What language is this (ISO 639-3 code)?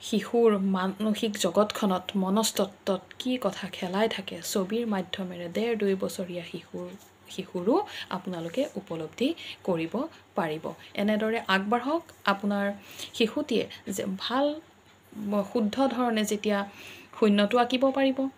asm